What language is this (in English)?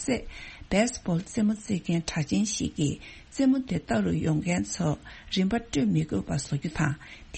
Tibetan